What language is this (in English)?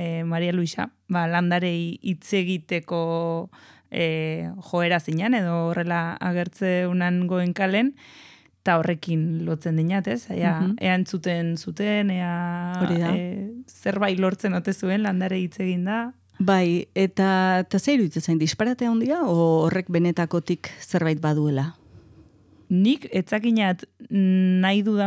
Basque